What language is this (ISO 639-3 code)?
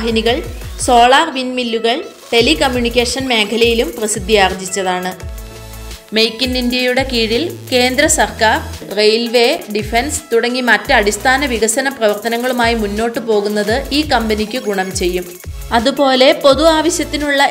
mal